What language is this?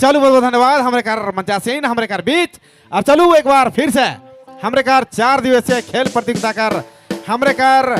Sadri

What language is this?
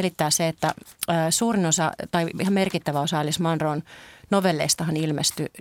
Finnish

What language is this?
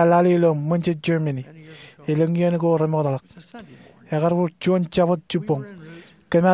Marshallese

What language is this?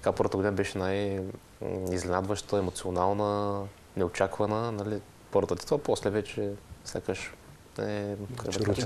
Bulgarian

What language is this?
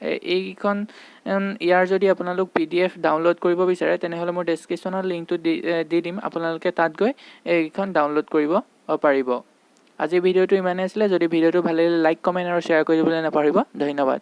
Assamese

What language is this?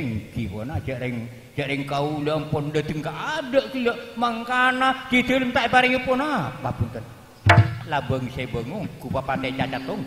Madurese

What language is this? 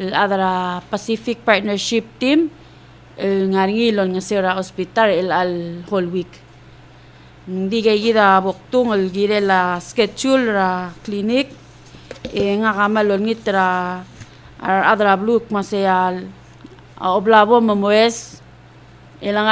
Palauan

